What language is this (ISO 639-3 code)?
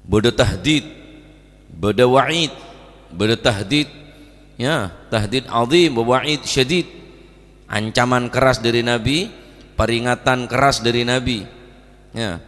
mad